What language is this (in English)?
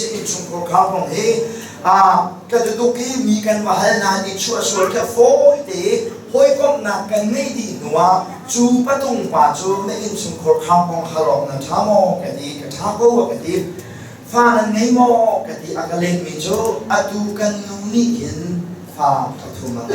Hakha Chin